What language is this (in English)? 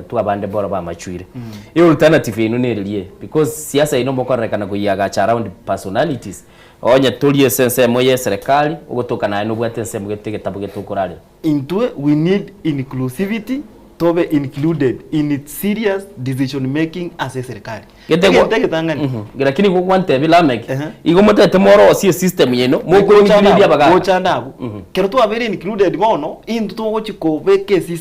Gusii